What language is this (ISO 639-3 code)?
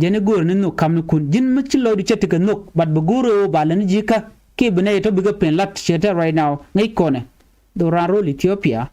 nus